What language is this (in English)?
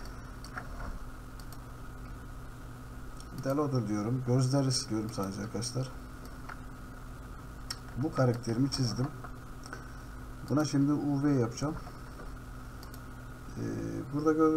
Turkish